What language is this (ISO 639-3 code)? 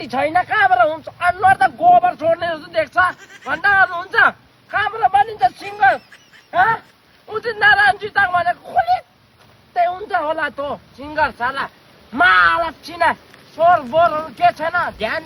nep